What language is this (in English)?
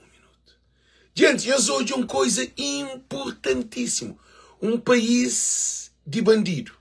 Kabuverdianu